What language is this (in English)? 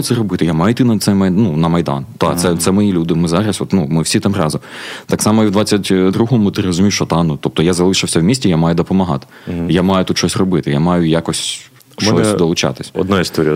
Ukrainian